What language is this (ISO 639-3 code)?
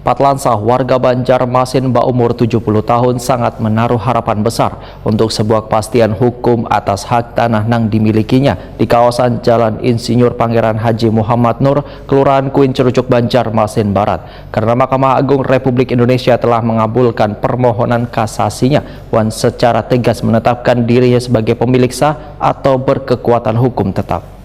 bjn